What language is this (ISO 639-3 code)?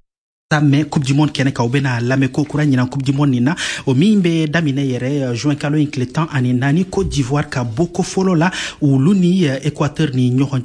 bam